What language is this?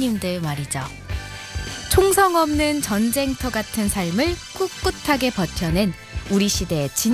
Korean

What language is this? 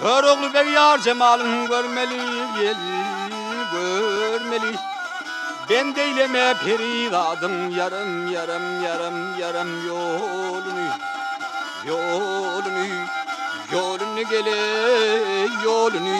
Turkmen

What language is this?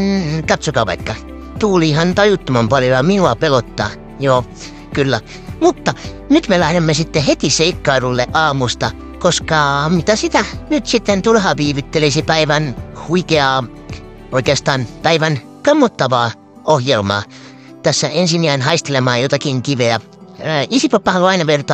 Finnish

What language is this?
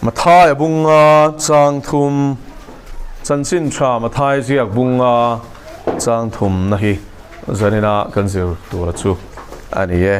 Mizo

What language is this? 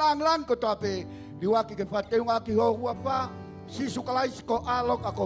Tongan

